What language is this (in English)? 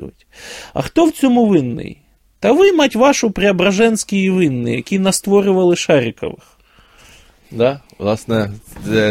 Ukrainian